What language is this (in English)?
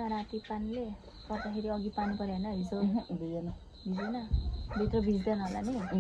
Nepali